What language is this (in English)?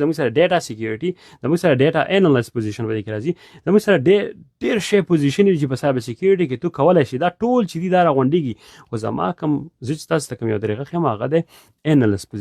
Pashto